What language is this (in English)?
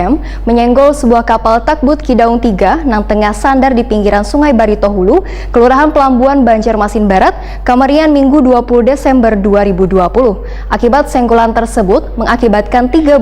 Banjar